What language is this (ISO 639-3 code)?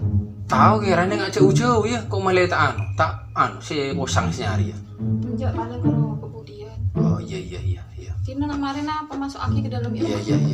mad